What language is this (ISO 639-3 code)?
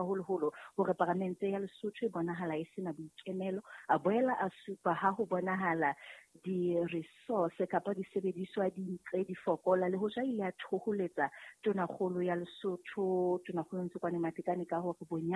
sot